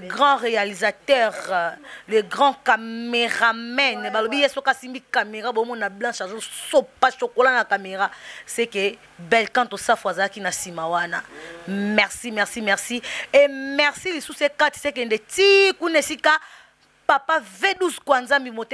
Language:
Lingala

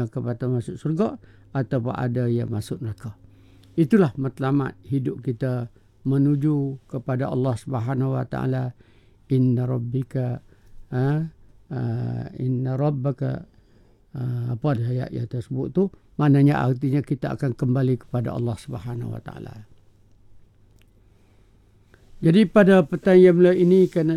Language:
Malay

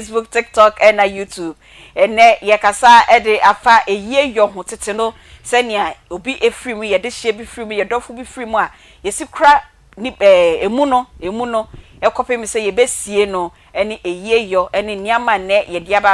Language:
Akan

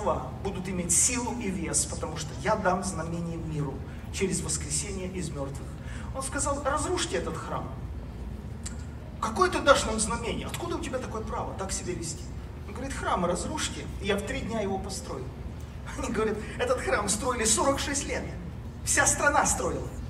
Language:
Russian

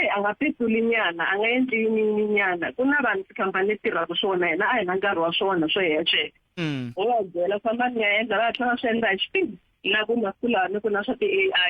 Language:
Tsonga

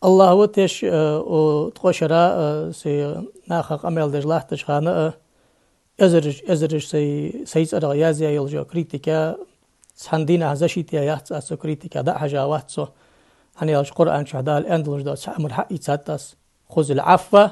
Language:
Ingush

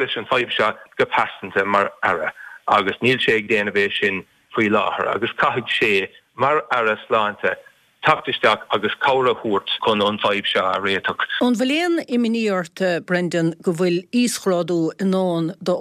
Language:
Irish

